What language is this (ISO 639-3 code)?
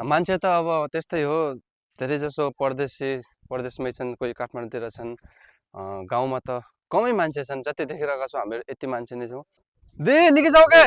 nep